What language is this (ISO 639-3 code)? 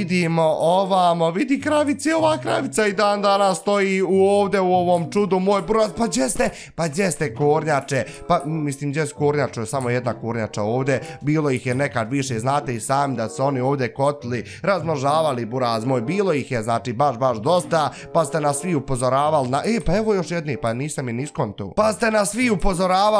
bos